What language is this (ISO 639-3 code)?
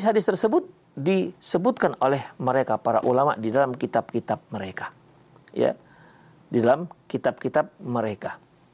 ind